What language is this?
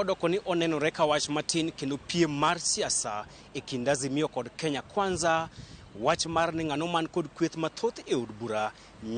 Luo (Kenya and Tanzania)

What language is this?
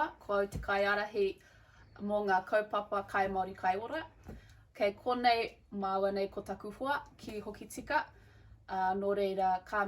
Māori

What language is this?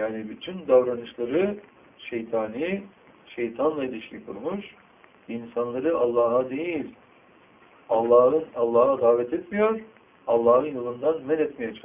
Turkish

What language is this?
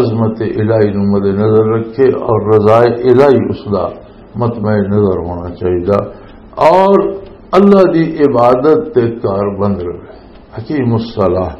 Western Panjabi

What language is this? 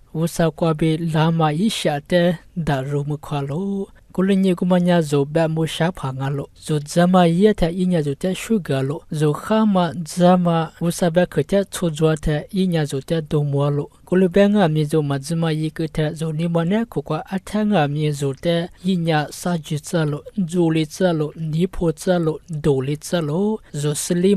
Lisu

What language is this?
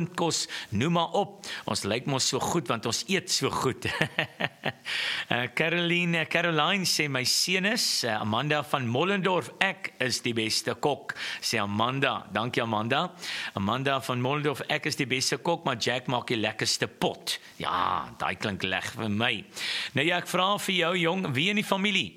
Afrikaans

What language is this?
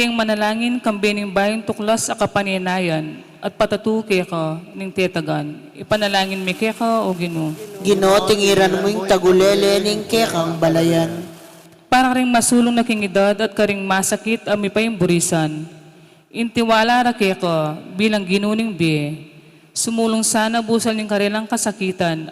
Pampanga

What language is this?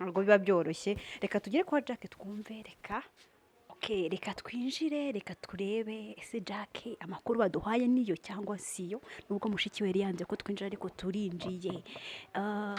Kinyarwanda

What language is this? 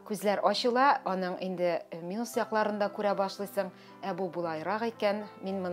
Tatar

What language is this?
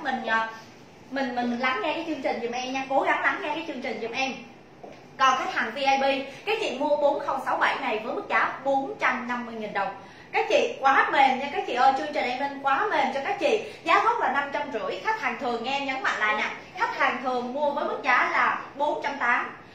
Vietnamese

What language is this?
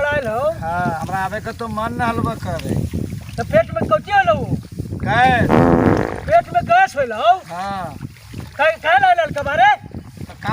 Magahi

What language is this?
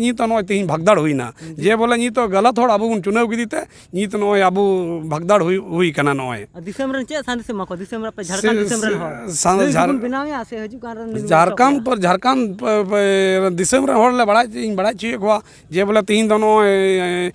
Santali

